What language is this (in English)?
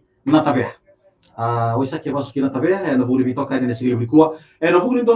Fijian